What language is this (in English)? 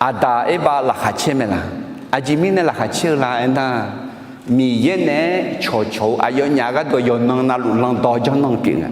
Akha